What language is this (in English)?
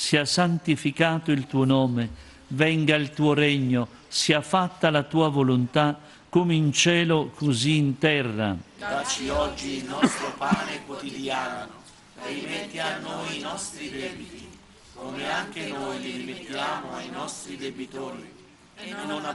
Italian